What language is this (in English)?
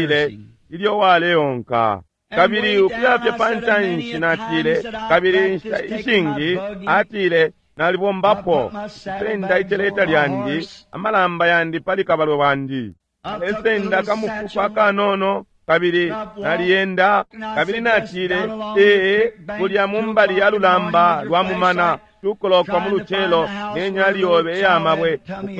Bemba